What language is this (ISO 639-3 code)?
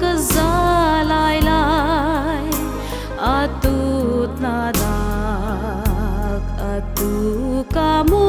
pck